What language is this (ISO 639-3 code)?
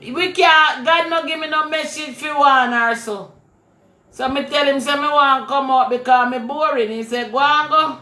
jam